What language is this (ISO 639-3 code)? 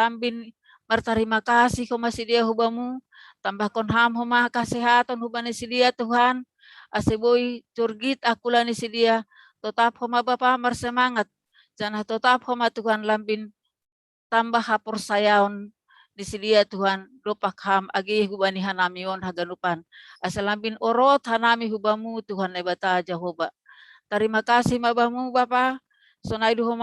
bts